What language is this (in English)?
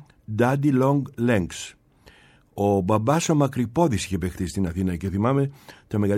Greek